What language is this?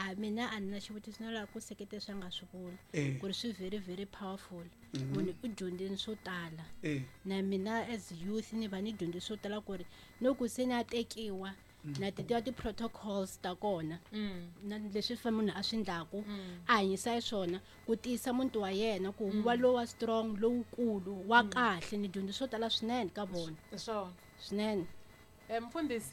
Tsonga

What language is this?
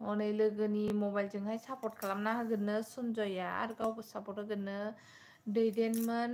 Bodo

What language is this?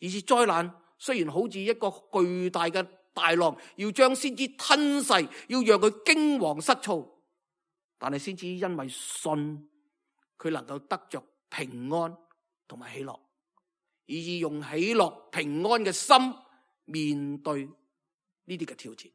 Cantonese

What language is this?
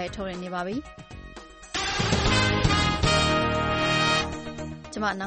Burmese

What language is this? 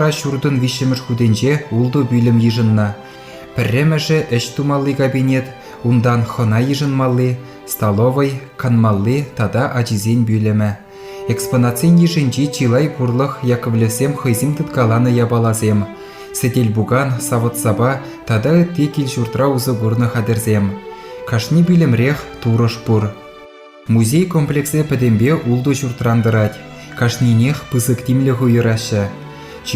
Chuvash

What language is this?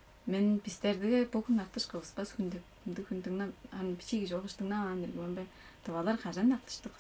Tuvinian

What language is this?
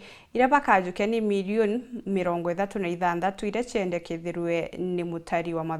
Meru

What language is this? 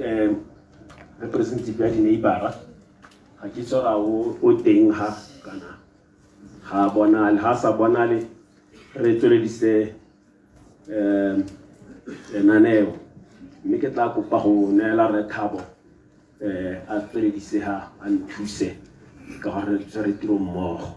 Tswana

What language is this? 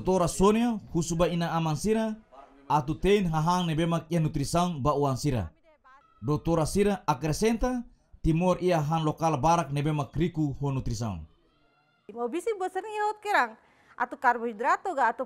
Tetum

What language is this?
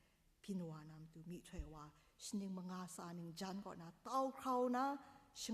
Kachin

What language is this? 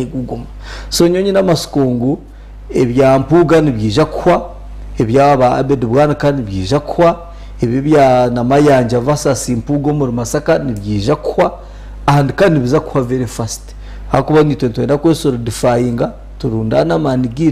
Nyankole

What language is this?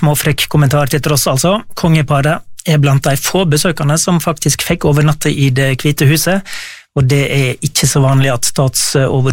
Norwegian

